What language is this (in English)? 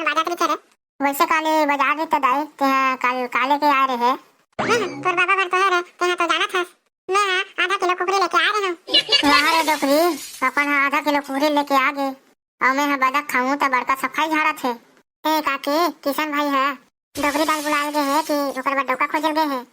Chhattisgarhi